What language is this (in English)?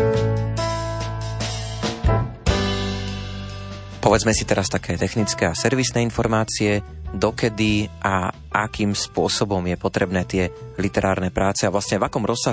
Slovak